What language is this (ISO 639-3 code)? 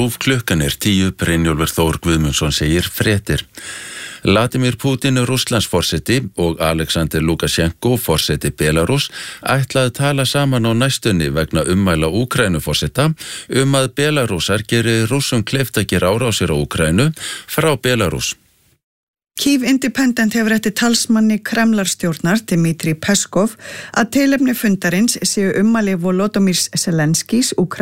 isl